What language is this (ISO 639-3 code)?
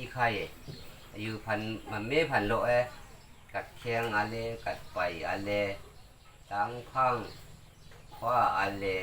raw